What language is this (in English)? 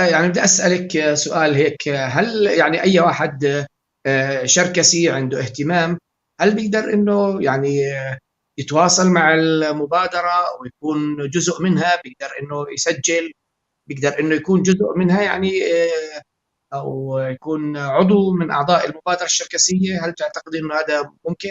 North Levantine Arabic